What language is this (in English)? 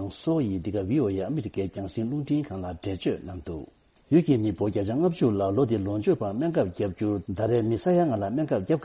Tibetan